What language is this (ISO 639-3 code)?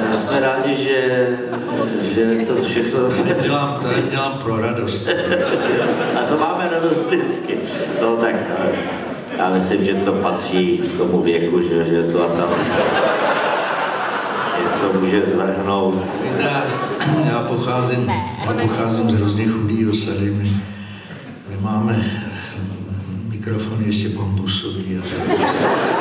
ces